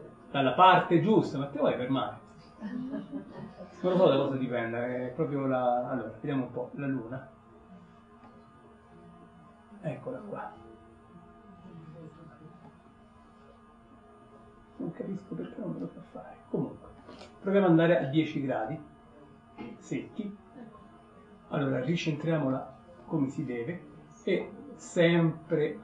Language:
Italian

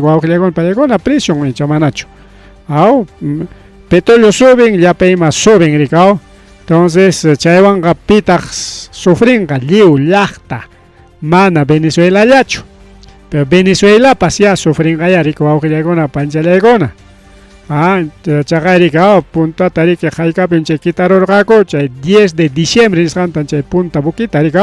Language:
Ayacucho Quechua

